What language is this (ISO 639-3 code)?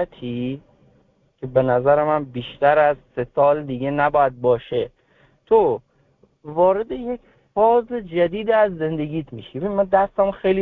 fas